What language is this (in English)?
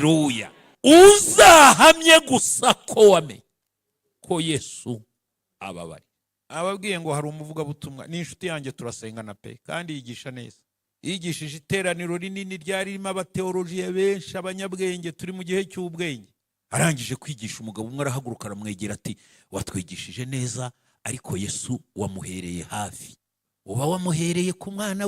Kinyarwanda